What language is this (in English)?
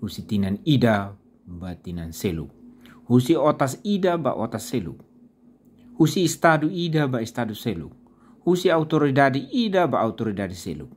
Tetum